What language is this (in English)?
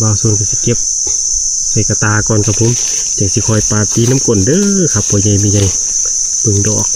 Northeastern Thai